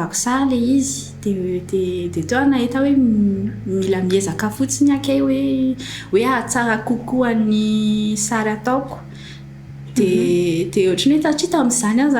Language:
Malagasy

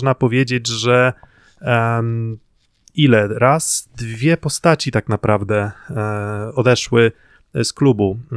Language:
Polish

